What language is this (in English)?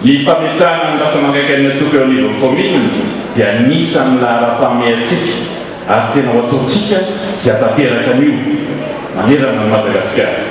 Malagasy